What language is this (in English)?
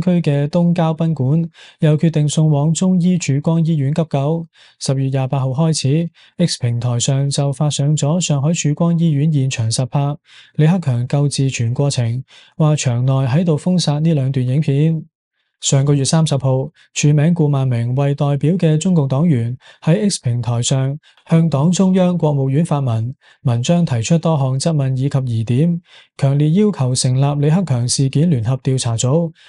Cantonese